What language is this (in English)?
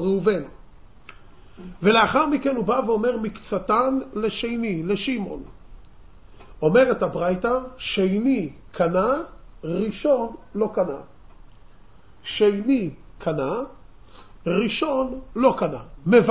Hebrew